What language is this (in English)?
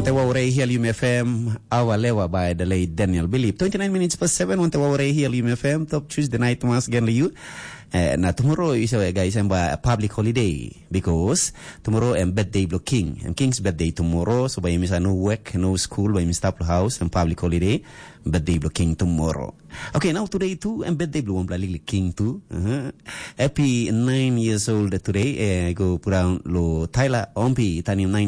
Tok Pisin